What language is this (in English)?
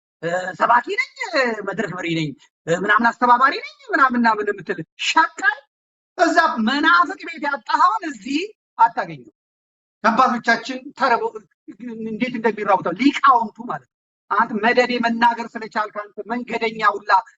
Amharic